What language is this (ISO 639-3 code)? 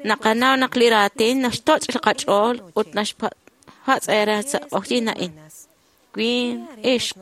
kek